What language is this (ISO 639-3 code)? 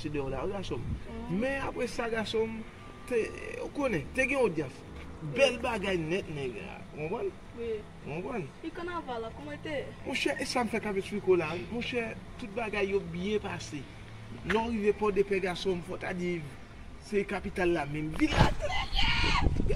hat